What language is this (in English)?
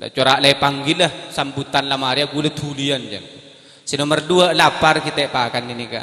Madurese